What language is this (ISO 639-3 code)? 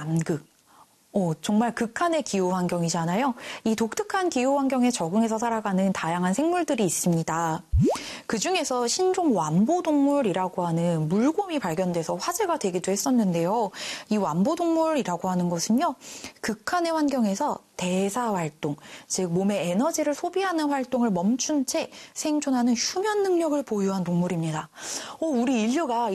kor